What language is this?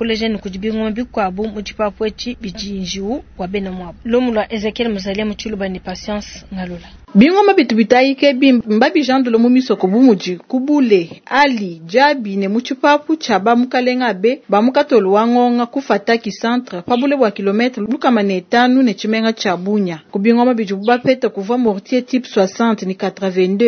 Luba-Lulua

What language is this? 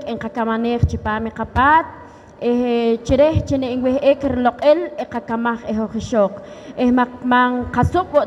Poqomchi'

